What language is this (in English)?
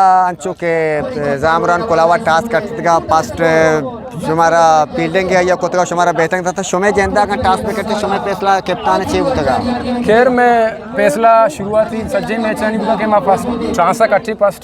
Eastern Balochi